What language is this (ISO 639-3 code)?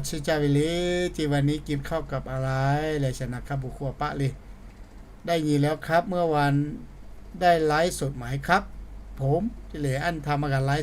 lhu